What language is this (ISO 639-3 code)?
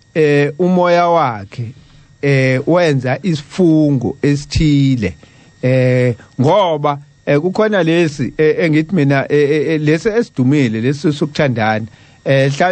zul